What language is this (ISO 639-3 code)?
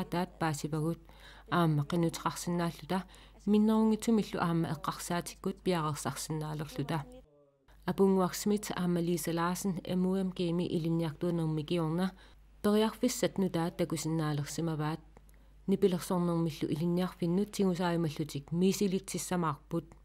kal